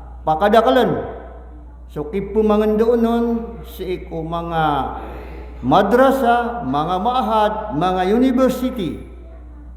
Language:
Maranao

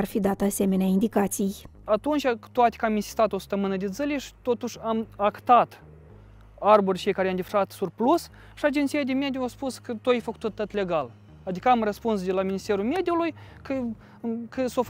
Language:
Romanian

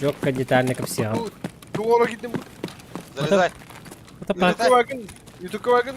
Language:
Yakut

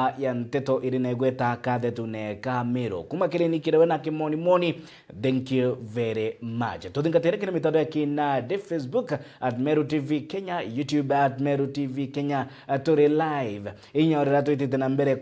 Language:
Meru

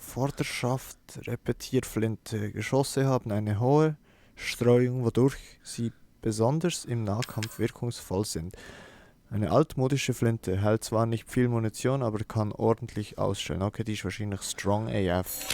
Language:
Swiss German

